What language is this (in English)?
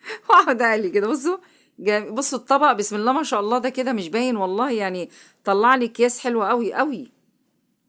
Egyptian Arabic